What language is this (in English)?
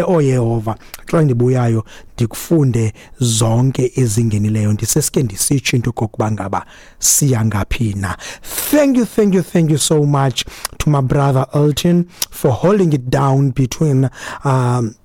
Xhosa